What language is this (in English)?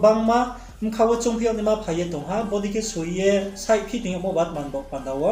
Riang (India)